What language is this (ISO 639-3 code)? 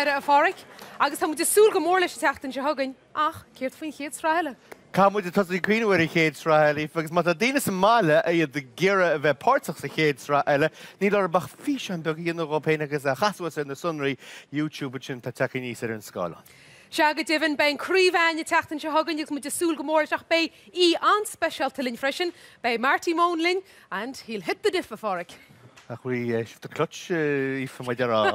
gle